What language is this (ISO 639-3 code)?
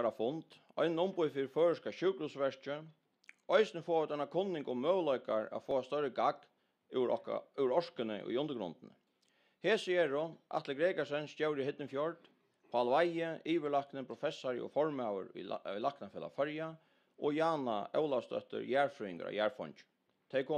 fao